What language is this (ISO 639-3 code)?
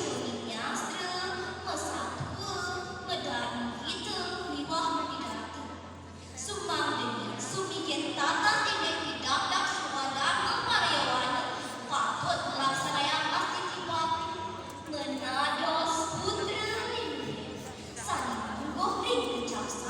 ban